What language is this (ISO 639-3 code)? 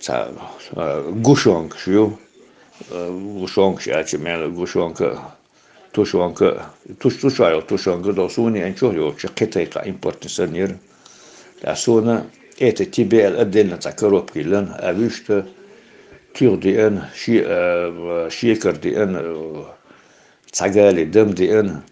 che